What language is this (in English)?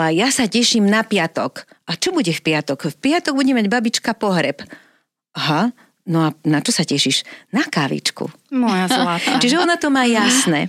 Slovak